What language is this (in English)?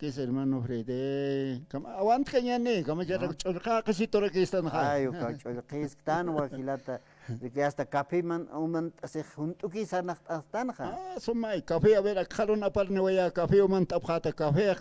Aymara